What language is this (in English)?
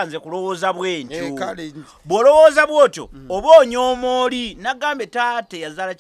Ganda